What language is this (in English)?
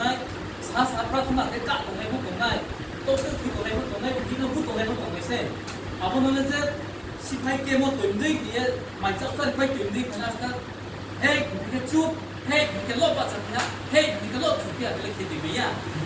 Riang (India)